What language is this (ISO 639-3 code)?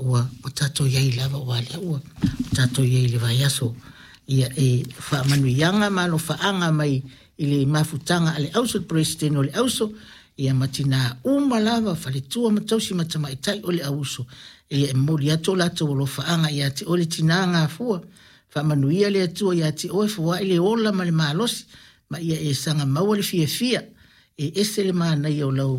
smo